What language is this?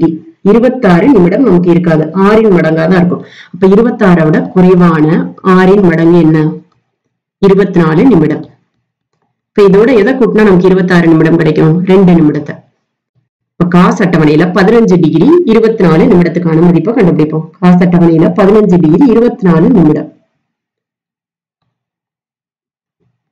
Tamil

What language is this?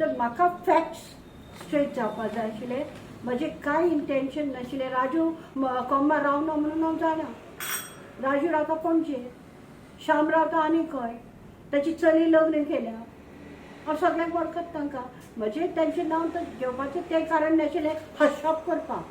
Konkani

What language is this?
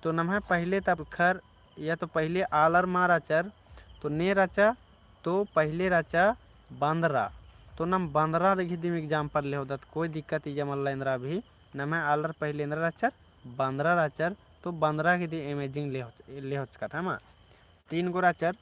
Kurukh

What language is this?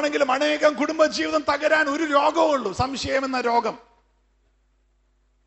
Malayalam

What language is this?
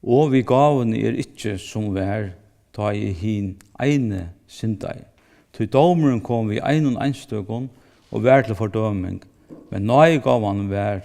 Faroese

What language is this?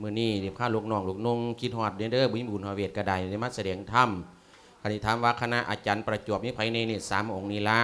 Lao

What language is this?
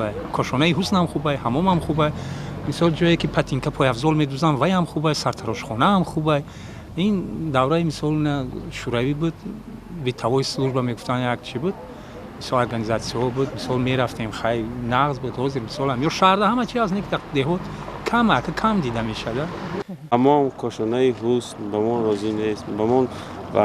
Tajik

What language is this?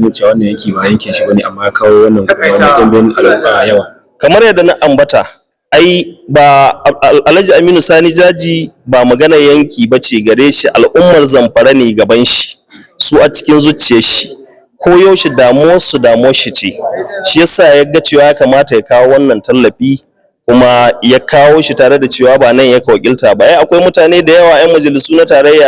Hausa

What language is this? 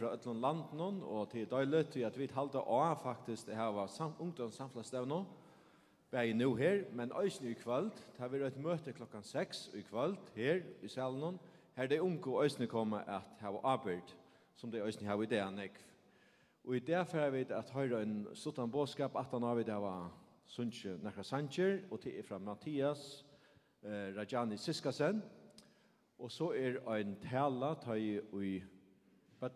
Faroese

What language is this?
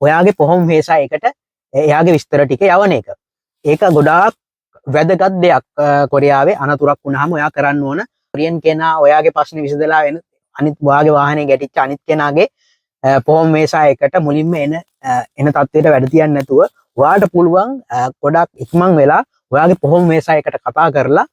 Sinhala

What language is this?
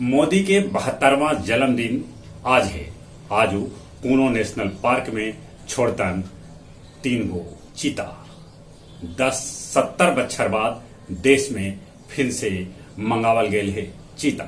Magahi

